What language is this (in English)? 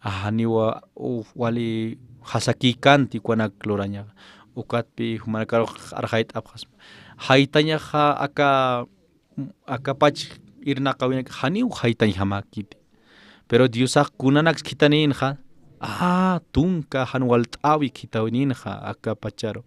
Aymara